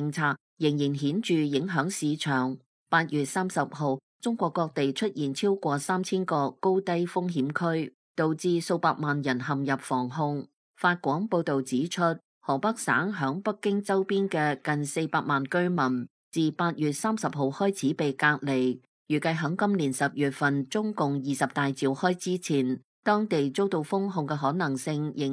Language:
Cantonese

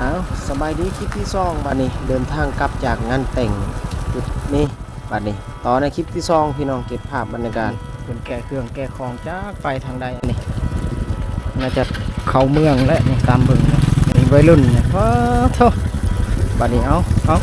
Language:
Lao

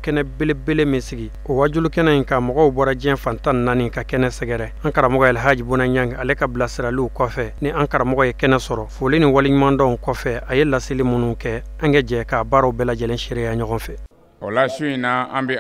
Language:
Bambara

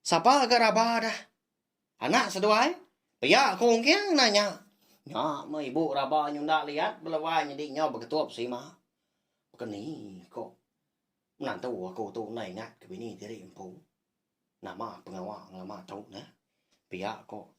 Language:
Iban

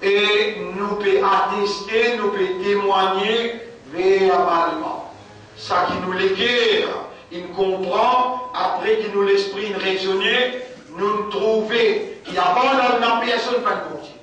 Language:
Morisyen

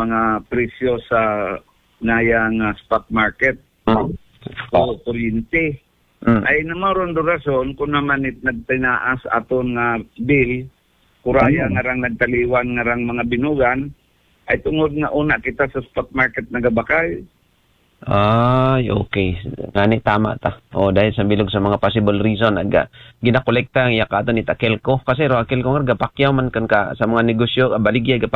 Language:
Aklanon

